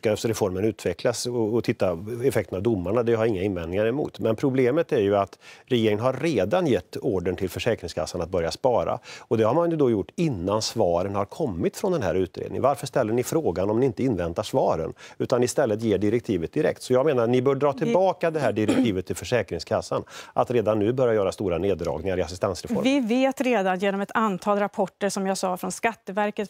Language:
Swedish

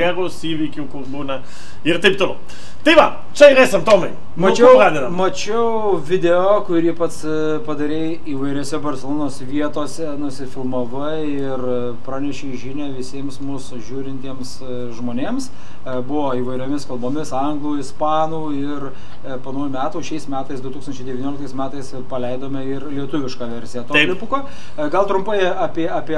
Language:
Lithuanian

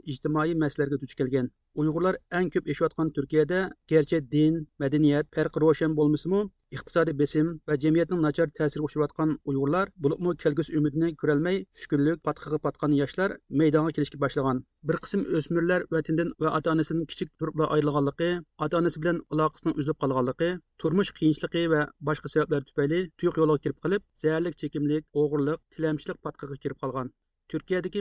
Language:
Uyghur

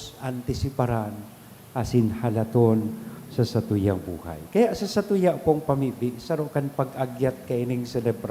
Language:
Bikol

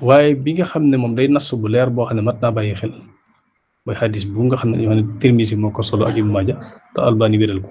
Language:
Wolof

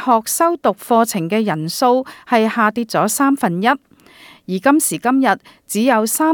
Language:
Cantonese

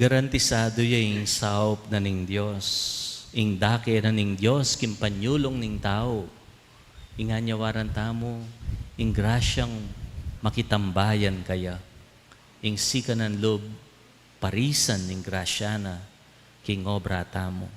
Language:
Pampanga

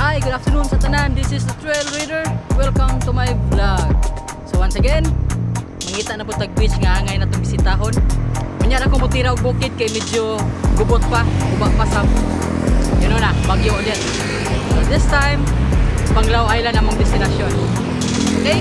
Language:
Cebuano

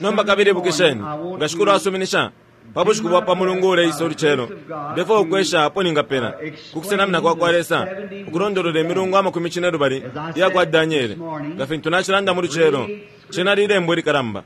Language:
Bemba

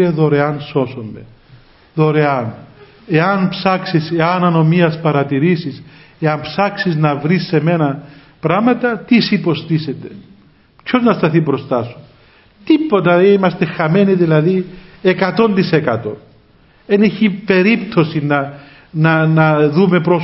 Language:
Greek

